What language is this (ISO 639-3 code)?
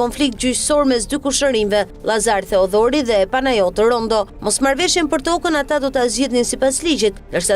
sqi